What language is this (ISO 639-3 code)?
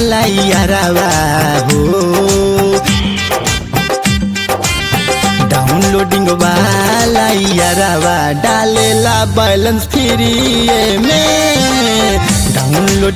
bho